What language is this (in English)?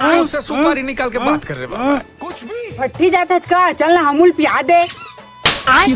Chhattisgarhi